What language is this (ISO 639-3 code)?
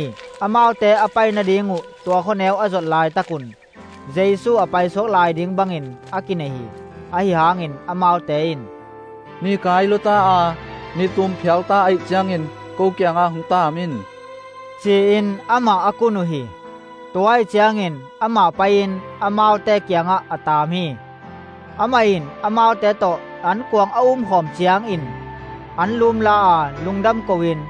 ctd